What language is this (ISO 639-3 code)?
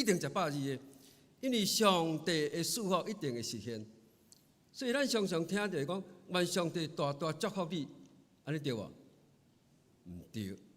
nan